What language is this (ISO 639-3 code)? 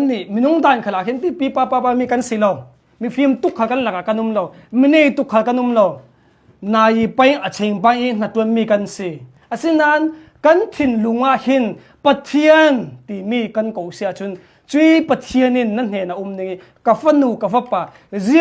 cnh